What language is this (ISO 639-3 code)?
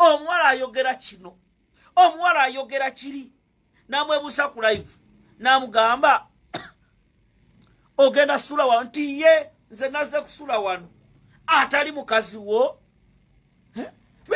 lug